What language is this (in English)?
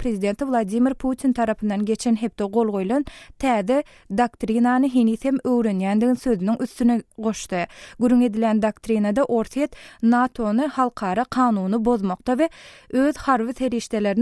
Turkmen